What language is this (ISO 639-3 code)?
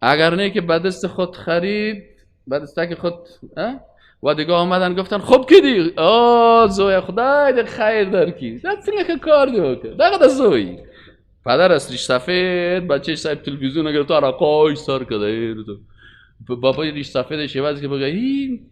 fas